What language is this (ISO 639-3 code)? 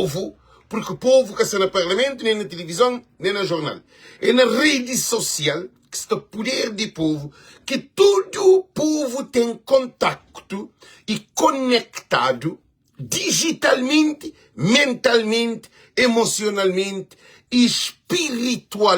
kea